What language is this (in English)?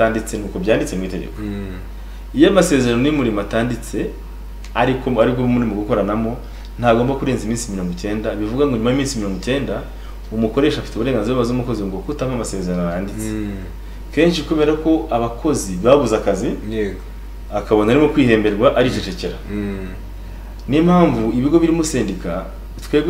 Kinyarwanda